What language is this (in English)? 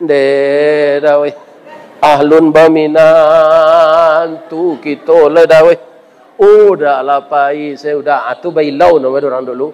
Minangkabau